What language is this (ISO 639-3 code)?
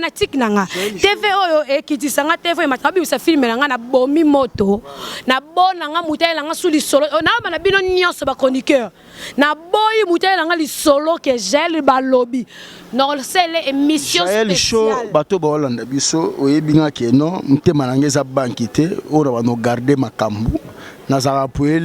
lin